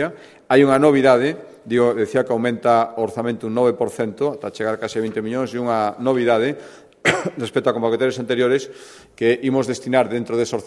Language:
Galician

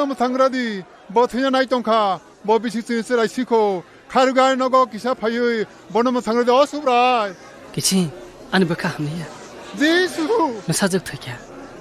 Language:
Kok Borok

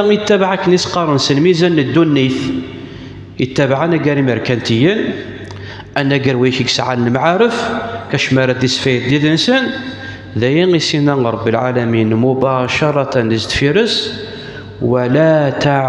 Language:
Kabyle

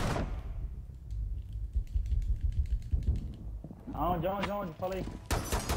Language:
Portuguese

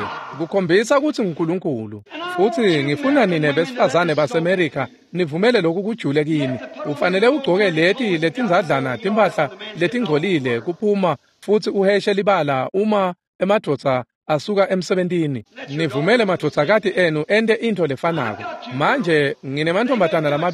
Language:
Swati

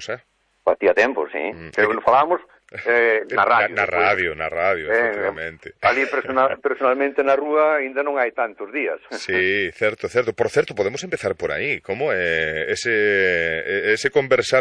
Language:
Galician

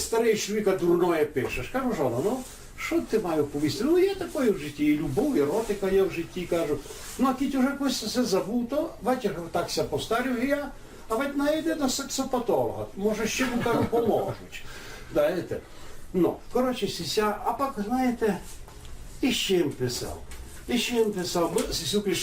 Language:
Rusyn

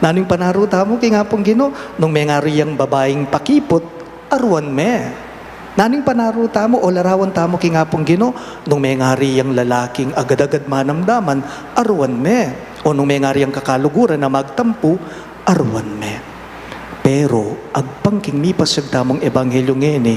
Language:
Pampanga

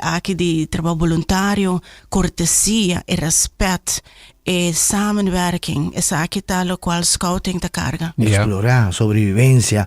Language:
Papiamento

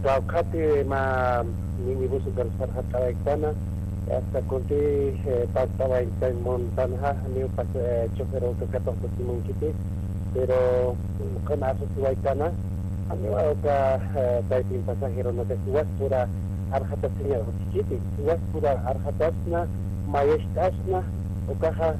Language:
Aymara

